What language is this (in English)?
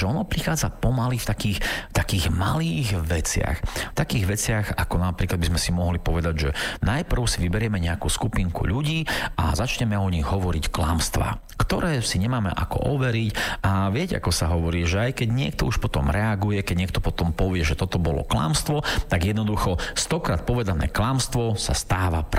Slovak